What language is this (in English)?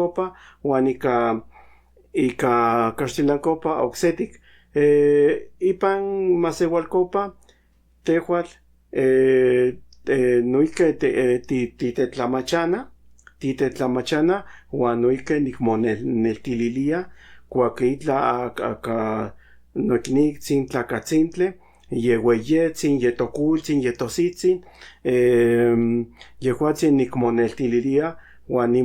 Central Nahuatl